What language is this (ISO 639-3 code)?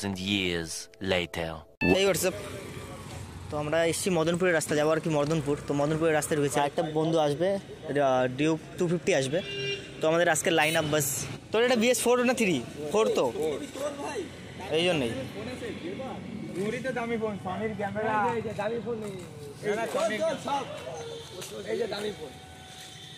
ben